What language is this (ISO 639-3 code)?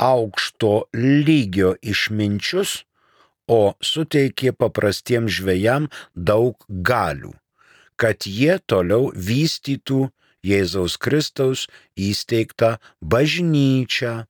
lit